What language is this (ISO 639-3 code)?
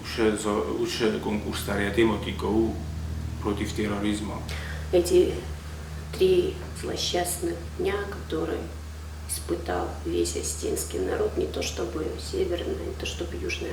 oss